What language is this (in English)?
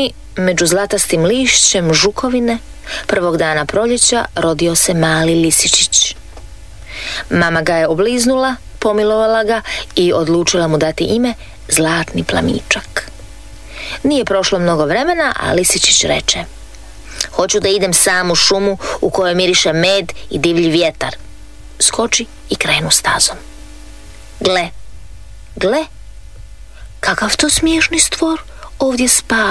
Croatian